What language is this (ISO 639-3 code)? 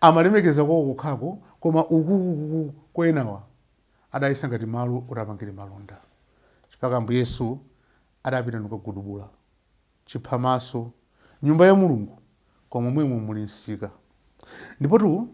nya